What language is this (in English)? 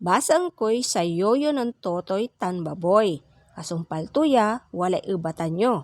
Pangasinan